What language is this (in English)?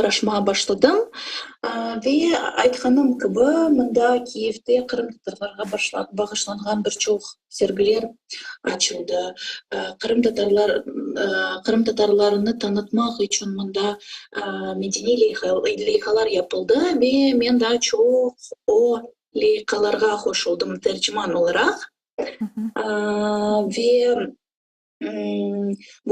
Crimean Tatar